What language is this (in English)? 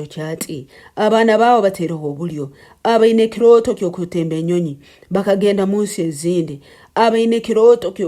Nyankole